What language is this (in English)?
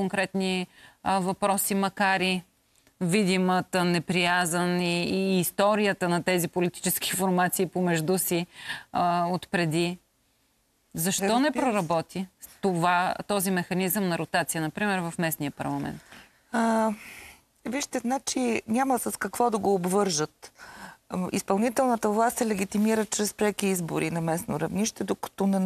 Bulgarian